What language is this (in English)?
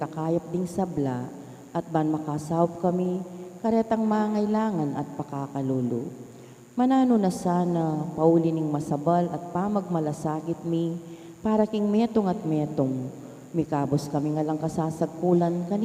Pampanga